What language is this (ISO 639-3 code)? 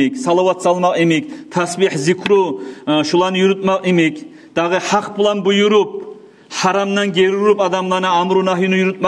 kum